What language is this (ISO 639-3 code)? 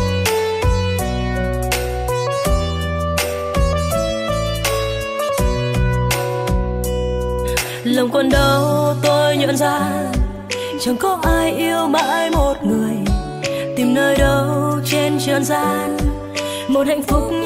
vie